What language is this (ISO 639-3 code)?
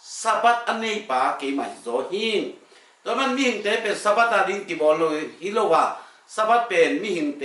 ctd